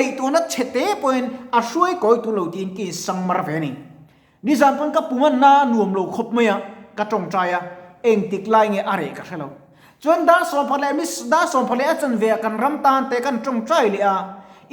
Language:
Mizo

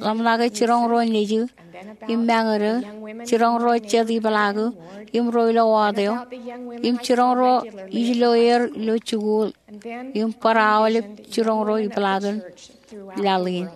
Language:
Marshallese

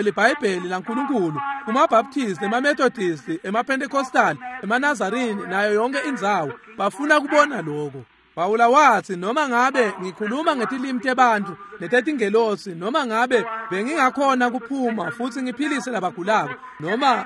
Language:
Swati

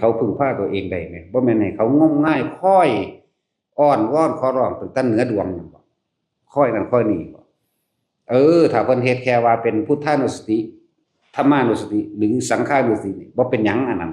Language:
Northeastern Thai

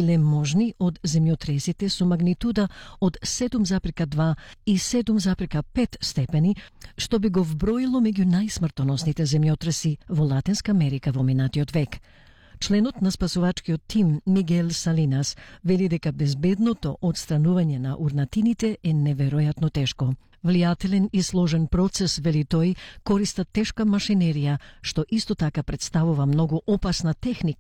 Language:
Macedonian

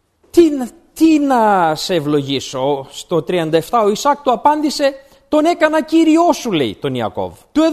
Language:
Greek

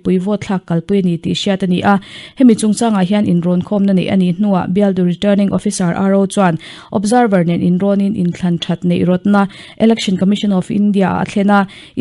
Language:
Mizo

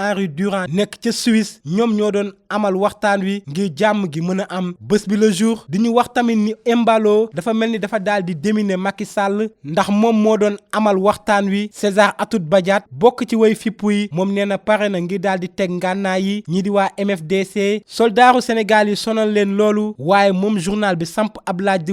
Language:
Wolof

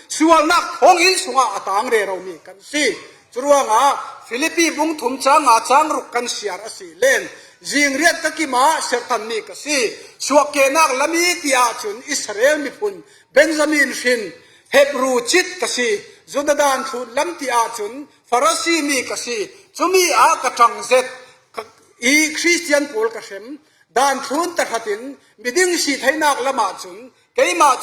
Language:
Falam Chin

